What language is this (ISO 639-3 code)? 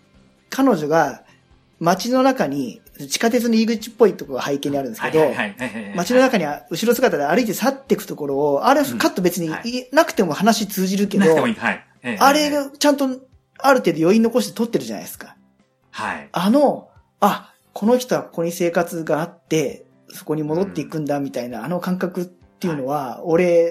jpn